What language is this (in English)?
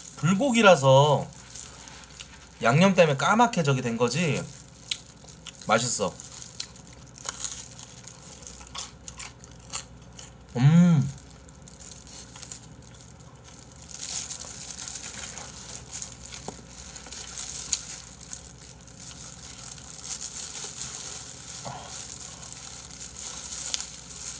Korean